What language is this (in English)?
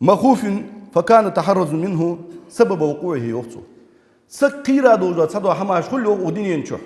Ingush